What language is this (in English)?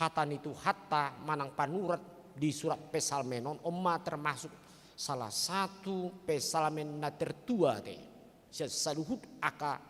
Batak Toba